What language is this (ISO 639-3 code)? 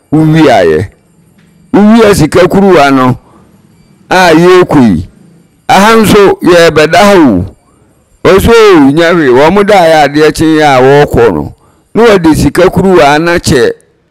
aka